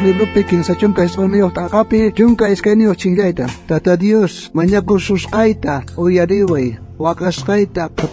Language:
South Bolivian Quechua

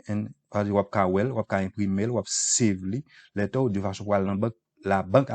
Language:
Haitian Creole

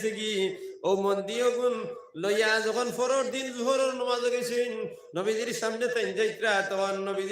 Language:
Sylheti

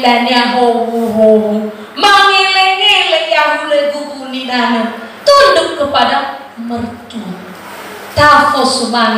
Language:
Nias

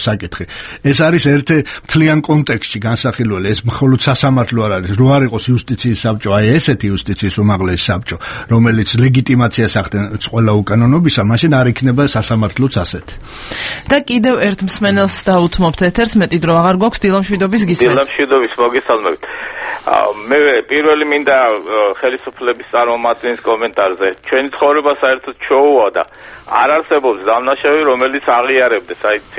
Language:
Georgian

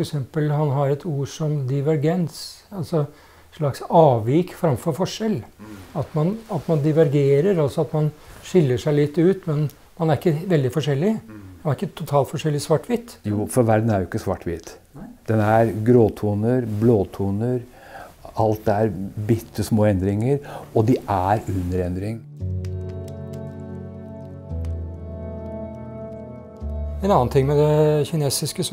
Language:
Norwegian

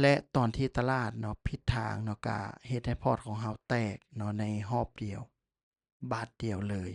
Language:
Lao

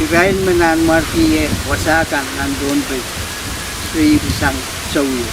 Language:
Pohnpeian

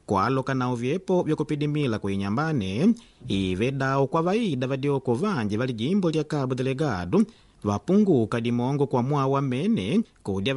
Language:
Makonde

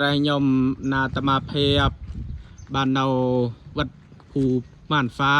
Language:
Khmer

